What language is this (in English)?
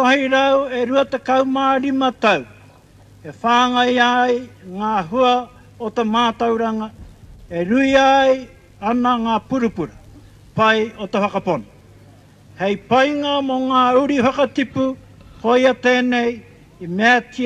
Māori